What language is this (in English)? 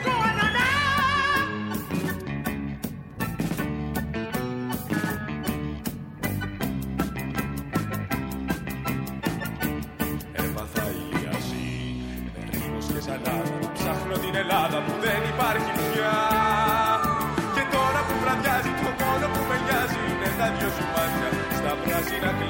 Greek